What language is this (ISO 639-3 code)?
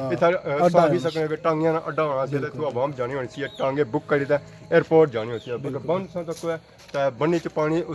phr